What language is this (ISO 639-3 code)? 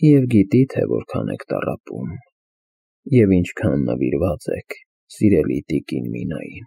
hye